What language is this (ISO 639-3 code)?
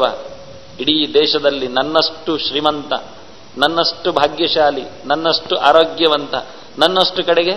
kan